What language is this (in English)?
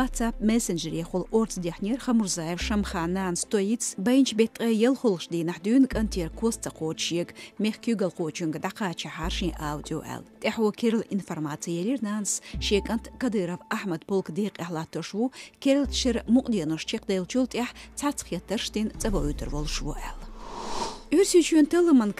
Chechen